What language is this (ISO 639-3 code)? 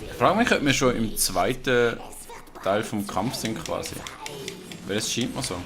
gsw